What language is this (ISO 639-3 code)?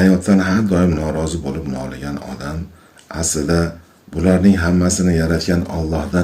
uzb